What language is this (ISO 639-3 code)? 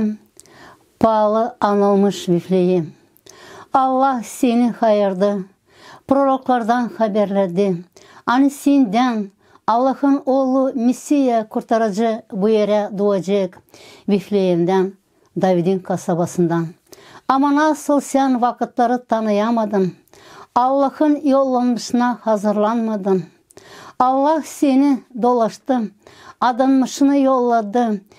gag